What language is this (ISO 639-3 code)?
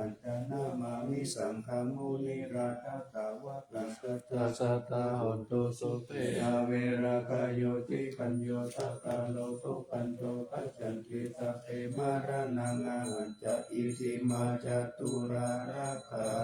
pli